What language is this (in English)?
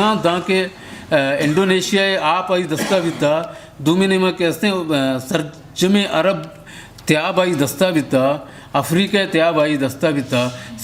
Eastern Balochi